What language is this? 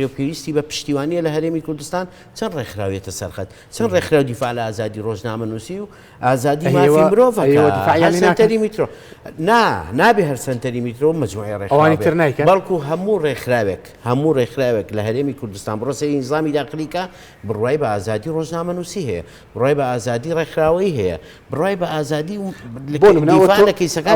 Central Kurdish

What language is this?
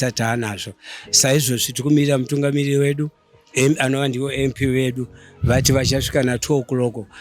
Shona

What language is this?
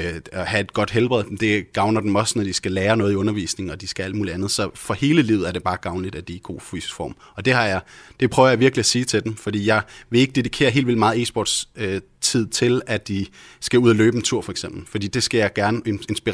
Danish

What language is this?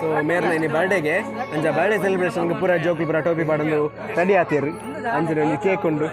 Tulu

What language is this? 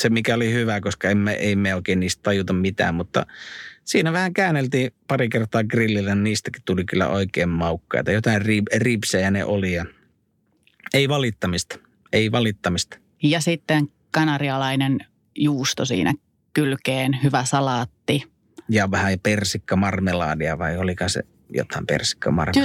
Finnish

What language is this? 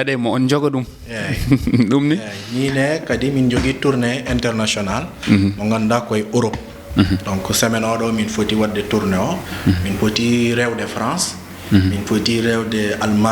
Fula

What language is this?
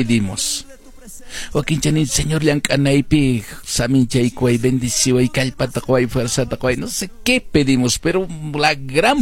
Quechua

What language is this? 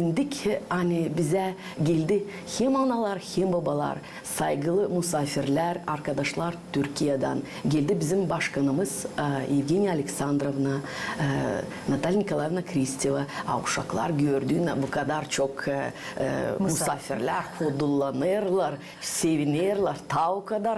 Gagauz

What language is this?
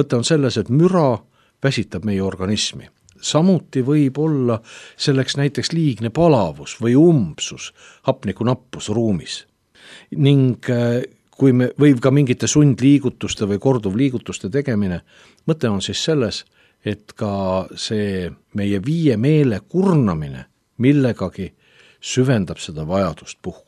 Estonian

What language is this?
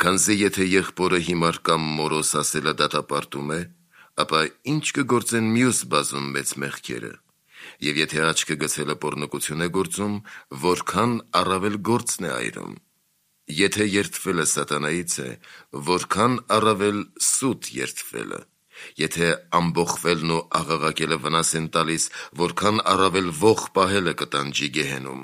Armenian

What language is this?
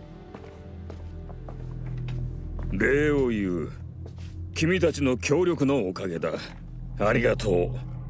Japanese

